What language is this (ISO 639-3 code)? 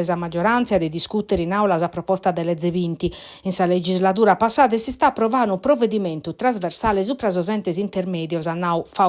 srd